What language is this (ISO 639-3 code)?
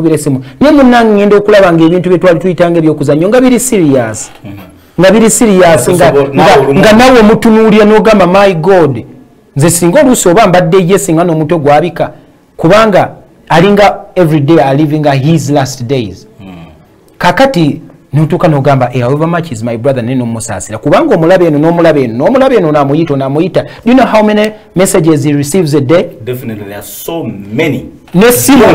lug